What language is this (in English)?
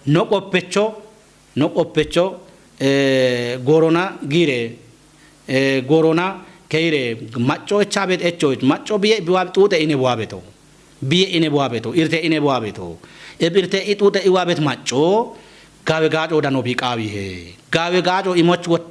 Kafa